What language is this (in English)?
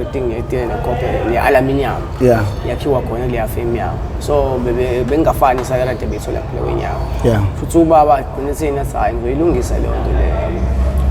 Zulu